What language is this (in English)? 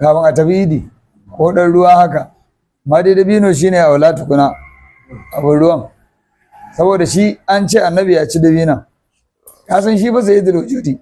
Hausa